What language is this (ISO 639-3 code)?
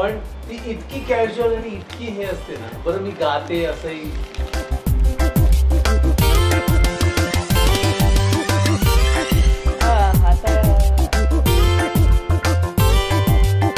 mar